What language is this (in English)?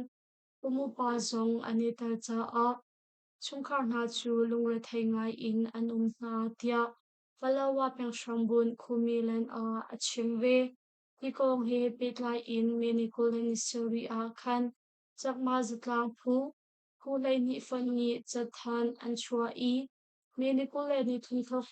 Hakha Chin